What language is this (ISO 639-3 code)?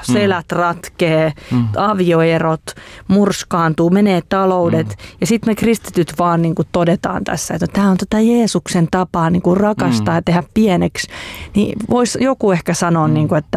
fin